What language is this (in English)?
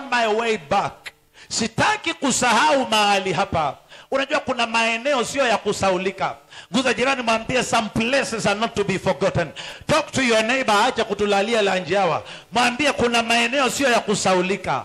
Swahili